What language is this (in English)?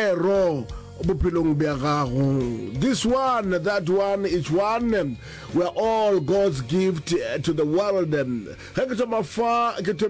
Northern Sotho